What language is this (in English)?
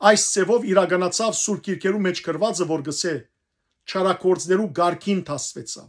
Western Armenian